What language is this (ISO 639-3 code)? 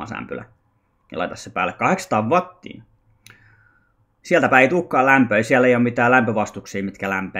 fin